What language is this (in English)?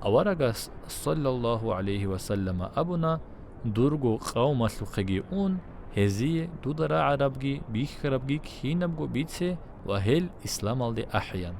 Avaric